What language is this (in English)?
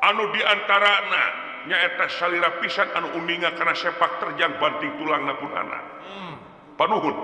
Sundanese